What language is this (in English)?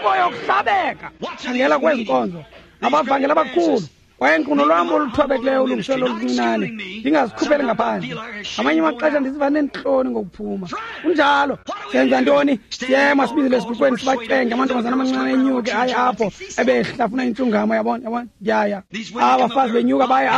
Xhosa